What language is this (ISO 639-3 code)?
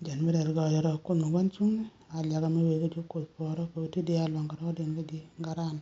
nus